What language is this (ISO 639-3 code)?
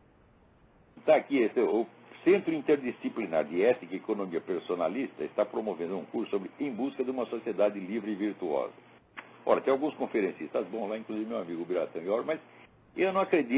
por